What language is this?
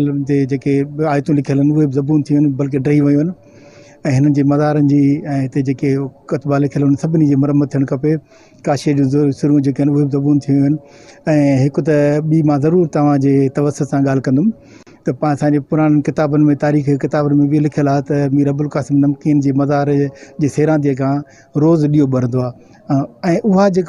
Sindhi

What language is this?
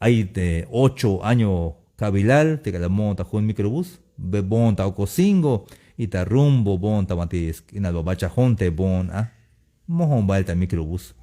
Tzeltal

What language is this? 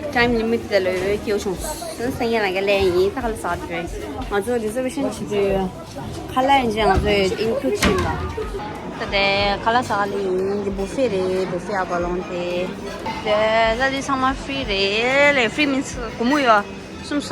Tibetan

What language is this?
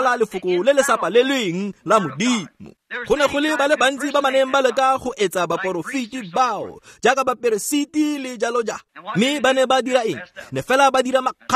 Tswana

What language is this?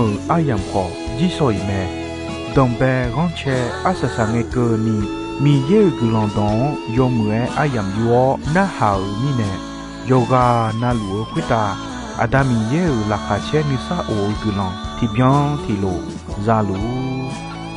Akha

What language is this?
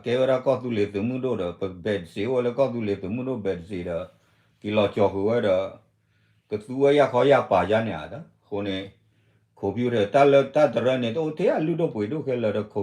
S'gaw Karen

